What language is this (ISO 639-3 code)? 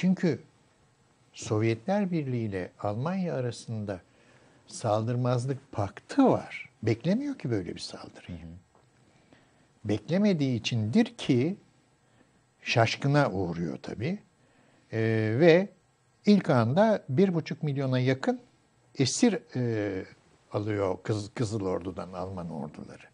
tur